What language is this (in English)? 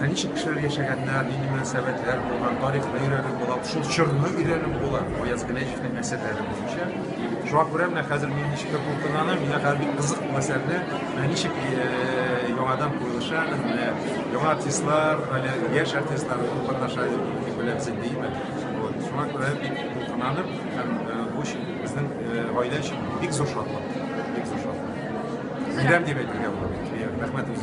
Tatar